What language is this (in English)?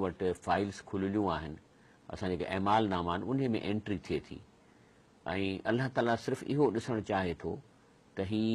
Sindhi